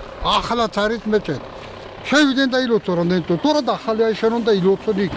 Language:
Georgian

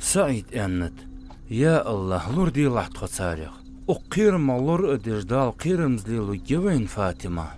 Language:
Ingush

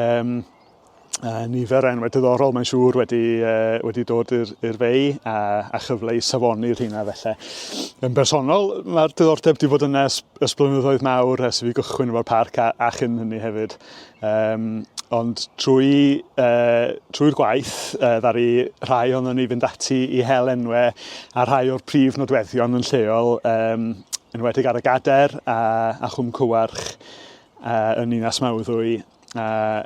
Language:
Welsh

